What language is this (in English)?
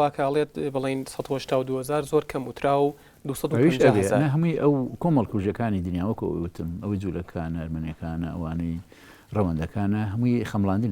Central Kurdish